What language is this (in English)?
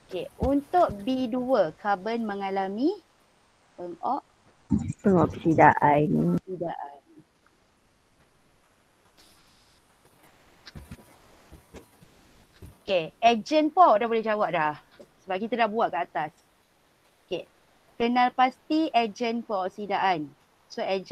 Malay